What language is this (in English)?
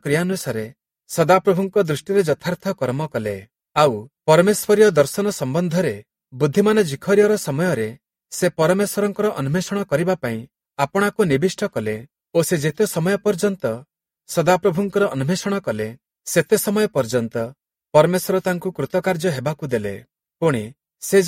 Odia